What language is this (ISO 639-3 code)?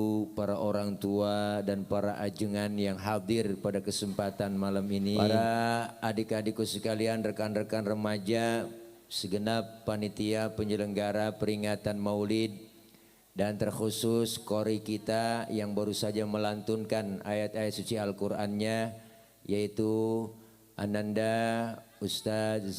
bew